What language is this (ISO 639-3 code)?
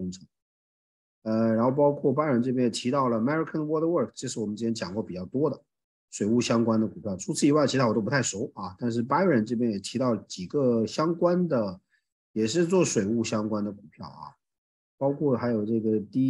zho